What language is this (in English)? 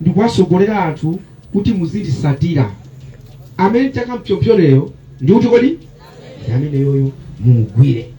Nyanja